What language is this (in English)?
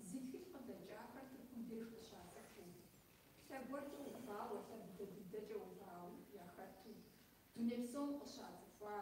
Kabardian